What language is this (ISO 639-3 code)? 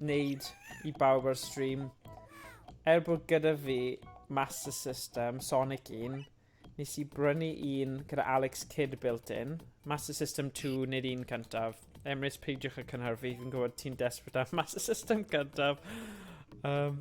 cym